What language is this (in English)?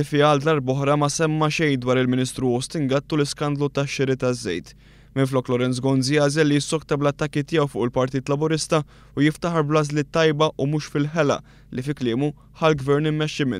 Maltese